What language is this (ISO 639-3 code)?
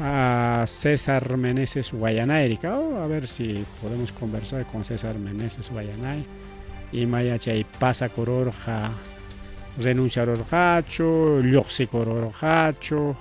quy